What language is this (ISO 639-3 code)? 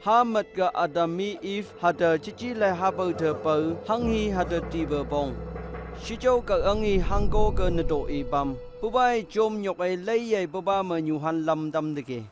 nph